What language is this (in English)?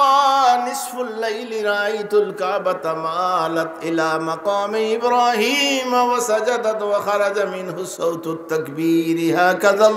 Sylheti